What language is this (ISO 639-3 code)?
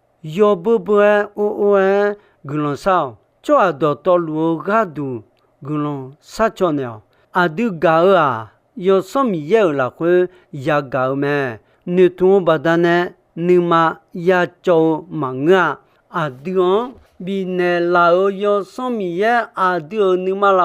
ahk